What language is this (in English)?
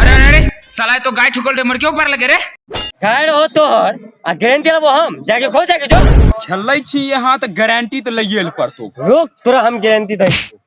Maithili